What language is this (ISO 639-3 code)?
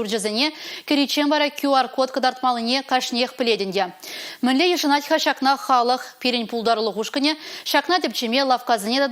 chv